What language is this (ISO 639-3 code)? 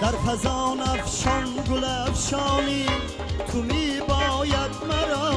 tgk